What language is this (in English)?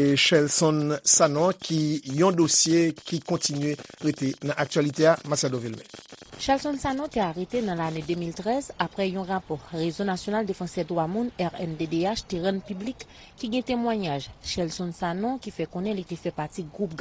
Haitian Creole